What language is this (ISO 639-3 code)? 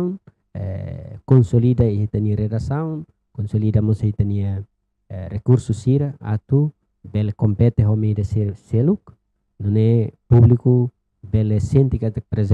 tet